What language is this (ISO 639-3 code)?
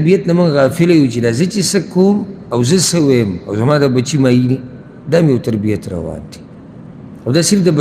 pus